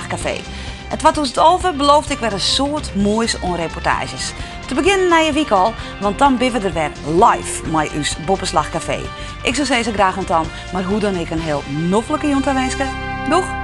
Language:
Western Frisian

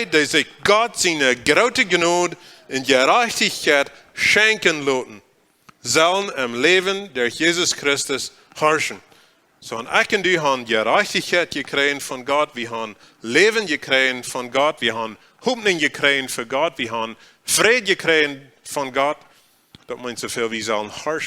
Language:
Plautdietsch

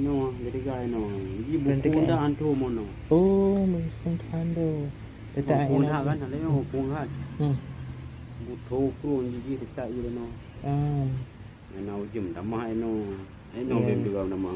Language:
Achinese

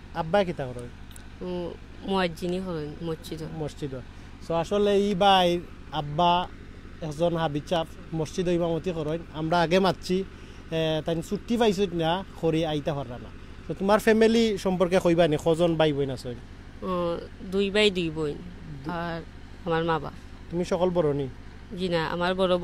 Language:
Sylheti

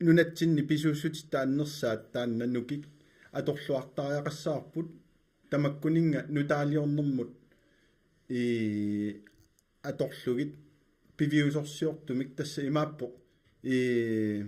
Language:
Kalaallisut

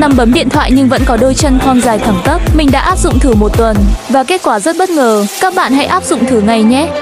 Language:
Vietnamese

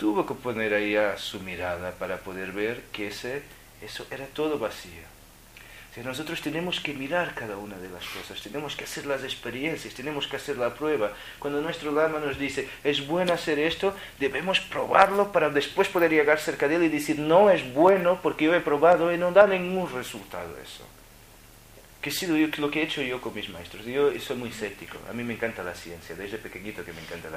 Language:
Spanish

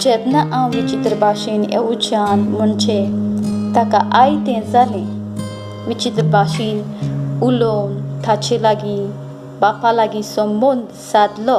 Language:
Konkani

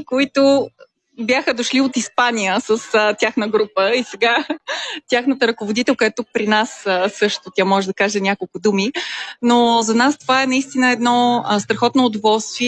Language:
Bulgarian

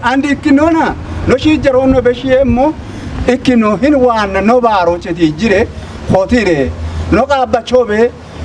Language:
Kafa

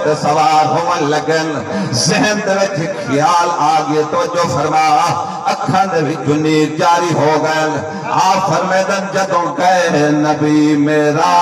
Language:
Saraiki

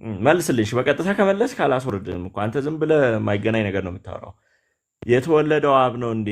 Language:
Amharic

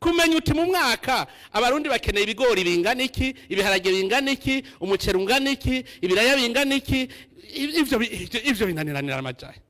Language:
Rundi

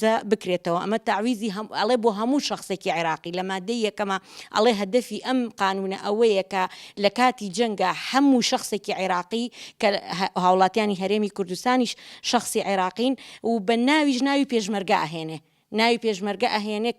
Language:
Central Kurdish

